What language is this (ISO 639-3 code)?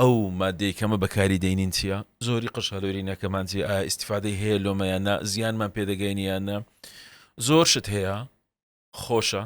ckb